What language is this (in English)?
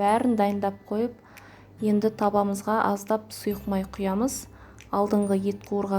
Kazakh